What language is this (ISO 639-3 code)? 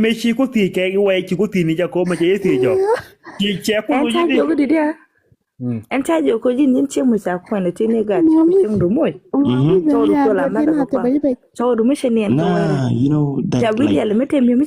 nus